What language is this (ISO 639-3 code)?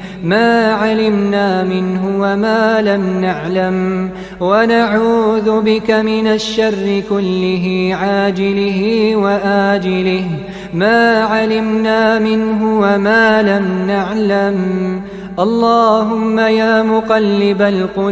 ara